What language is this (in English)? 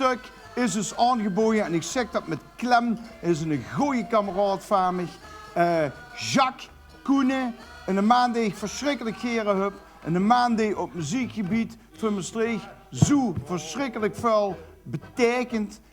Limburgish